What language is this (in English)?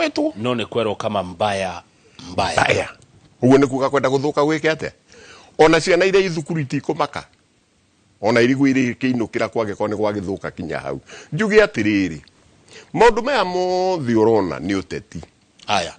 Kikuyu